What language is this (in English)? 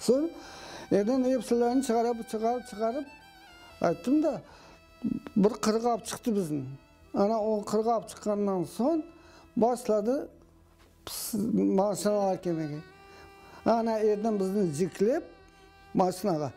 Crimean Tatar